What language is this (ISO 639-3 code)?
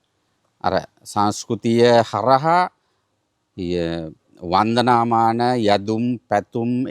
sin